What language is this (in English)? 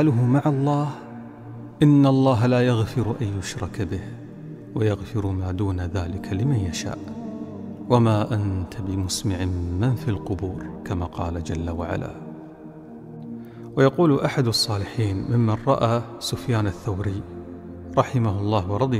Arabic